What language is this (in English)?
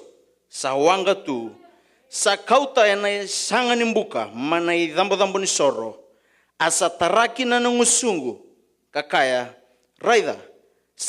Fijian